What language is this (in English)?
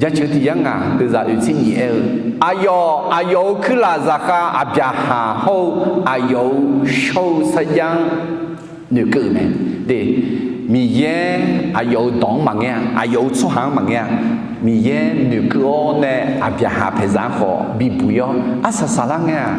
Akha